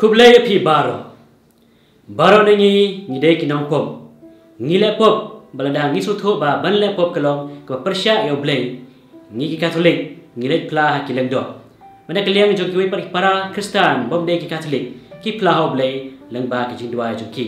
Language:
Khasi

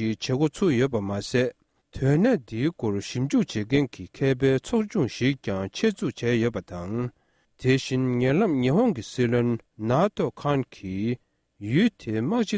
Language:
Tibetan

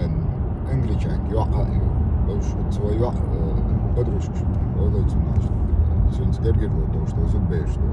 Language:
Chechen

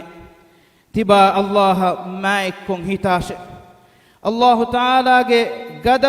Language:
Divehi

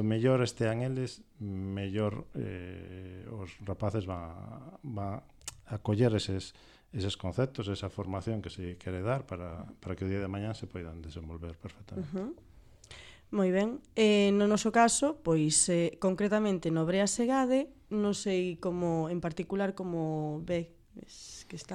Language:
Galician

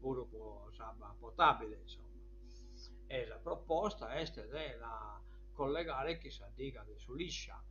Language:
Sardinian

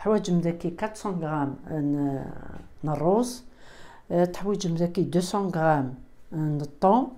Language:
Kabyle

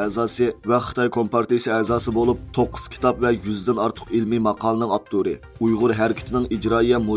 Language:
Uyghur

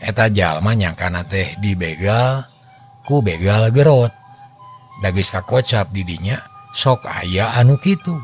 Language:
Sundanese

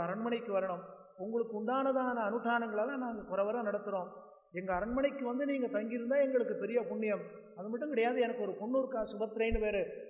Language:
Tamil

